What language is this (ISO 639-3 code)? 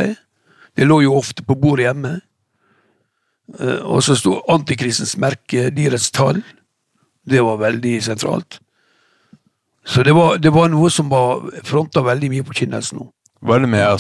nor